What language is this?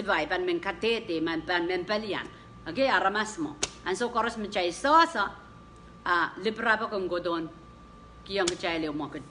Pohnpeian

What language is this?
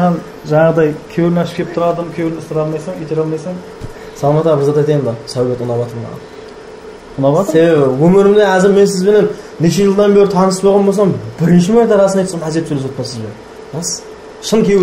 Kara-Kalpak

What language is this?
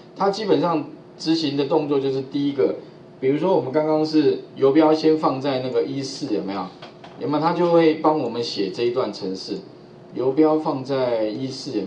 Chinese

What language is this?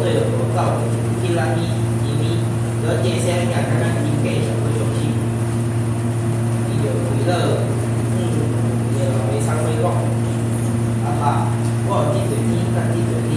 Min Nan Chinese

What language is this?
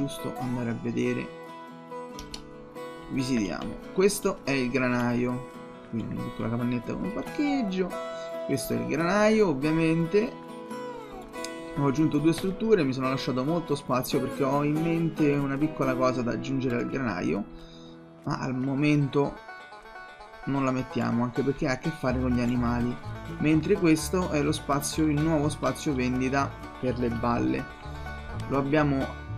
Italian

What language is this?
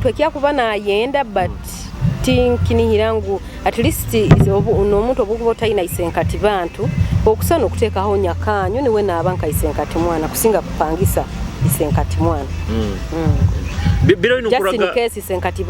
Nyoro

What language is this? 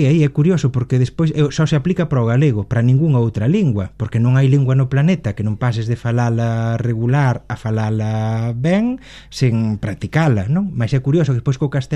Galician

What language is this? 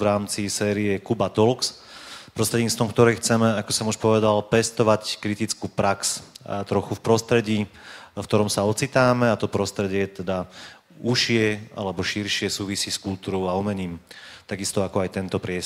Slovak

